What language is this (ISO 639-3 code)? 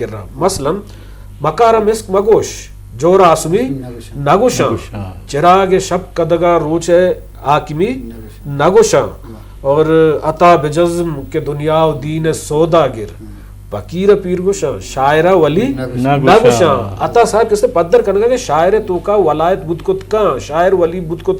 bgp